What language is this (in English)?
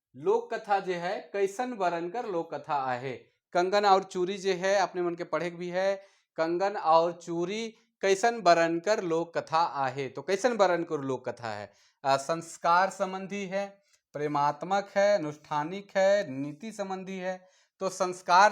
Sadri